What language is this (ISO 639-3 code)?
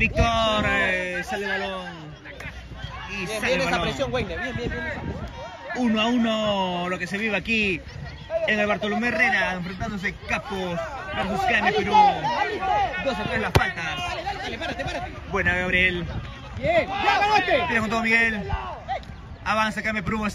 spa